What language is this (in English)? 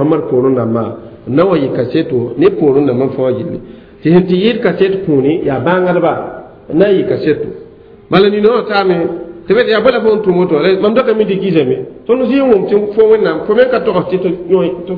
Mossi